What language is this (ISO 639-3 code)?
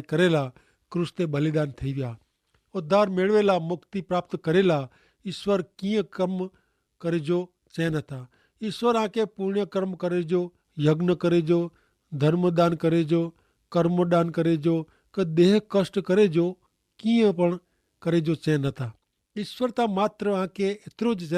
kfr